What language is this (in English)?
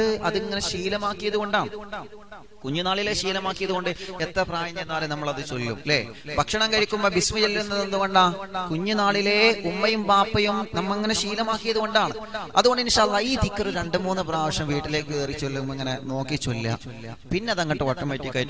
Malayalam